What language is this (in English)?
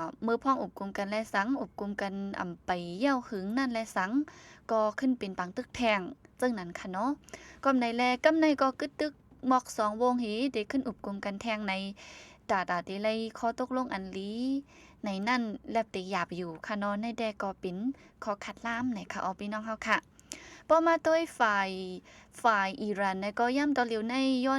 Shan